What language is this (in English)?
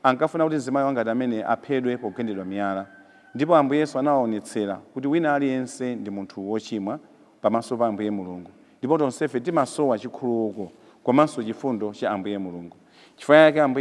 Nyanja